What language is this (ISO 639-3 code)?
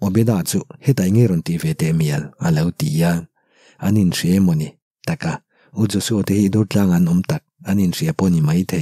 lus